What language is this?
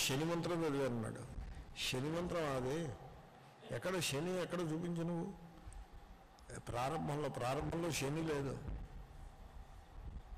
Telugu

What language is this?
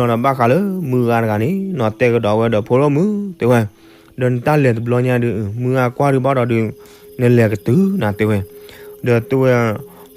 S'gaw Karen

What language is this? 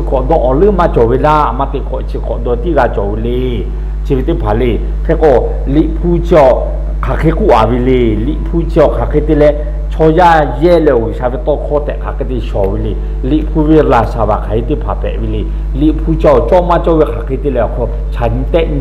Lahu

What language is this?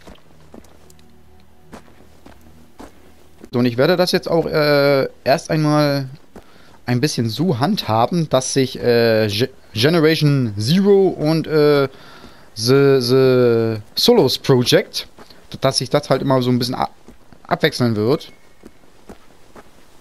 German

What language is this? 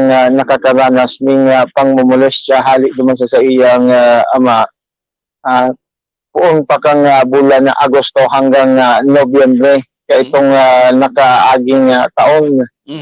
Bikol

